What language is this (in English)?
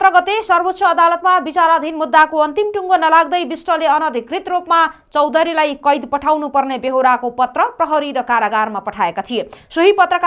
Nepali